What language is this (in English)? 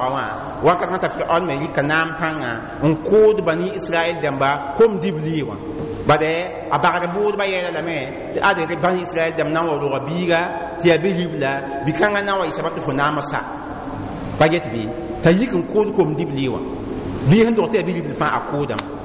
Mossi